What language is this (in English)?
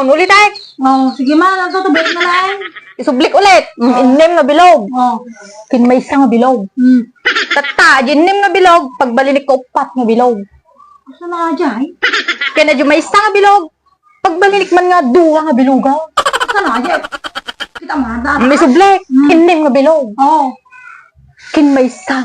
Iloko